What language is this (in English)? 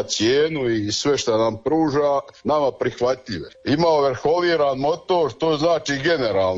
Croatian